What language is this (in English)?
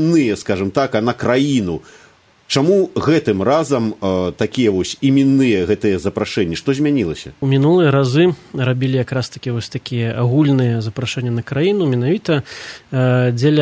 Belarusian